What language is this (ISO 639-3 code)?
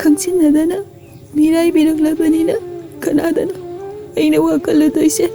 mni